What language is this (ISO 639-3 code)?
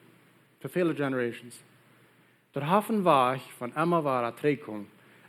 pdt